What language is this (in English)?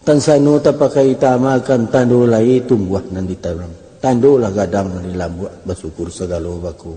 Minangkabau